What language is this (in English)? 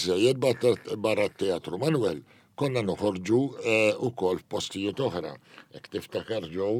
Maltese